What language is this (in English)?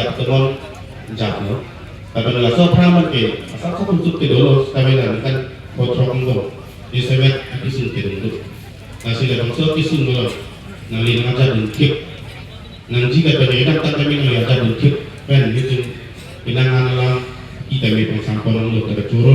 Karbi